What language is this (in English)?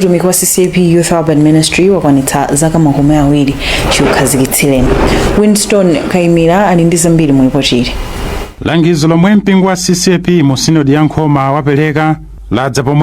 Nyanja